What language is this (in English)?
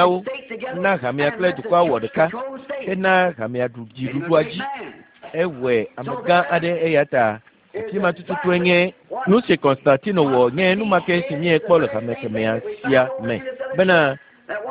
Ewe